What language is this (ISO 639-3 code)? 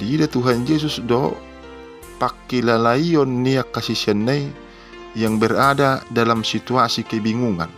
bbc